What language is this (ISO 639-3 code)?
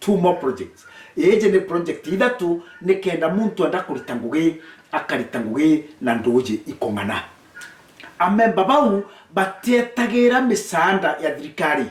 mer